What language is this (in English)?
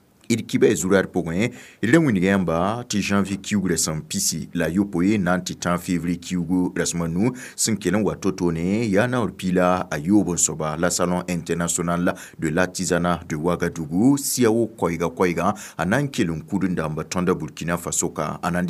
Mossi